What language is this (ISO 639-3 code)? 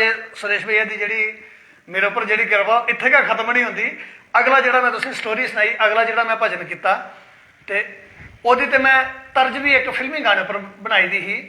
doi